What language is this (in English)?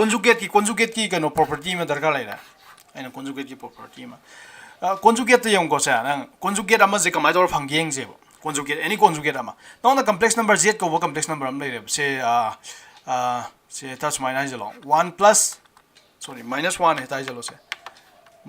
Manipuri